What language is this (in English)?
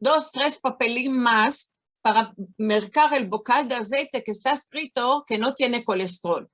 Ladino